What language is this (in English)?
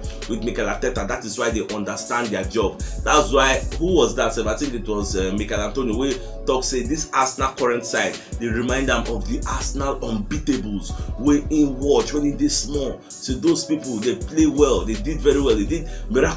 Nigerian Pidgin